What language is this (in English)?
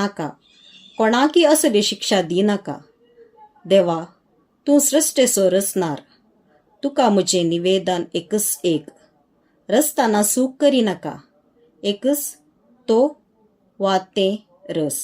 Konkani